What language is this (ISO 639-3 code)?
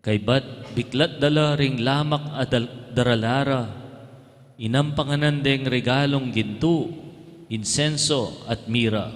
pam